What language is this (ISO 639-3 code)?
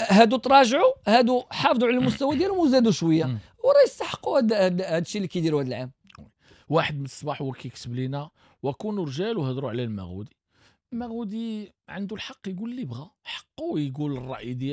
ary